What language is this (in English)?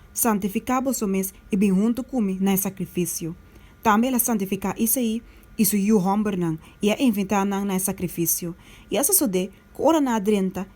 Papiamento